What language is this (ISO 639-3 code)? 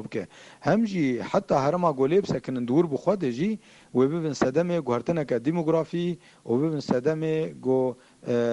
kur